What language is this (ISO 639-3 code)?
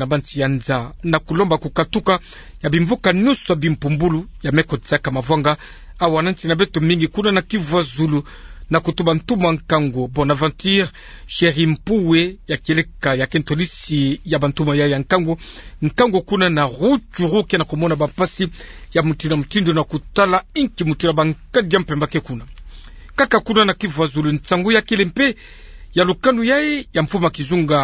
ktu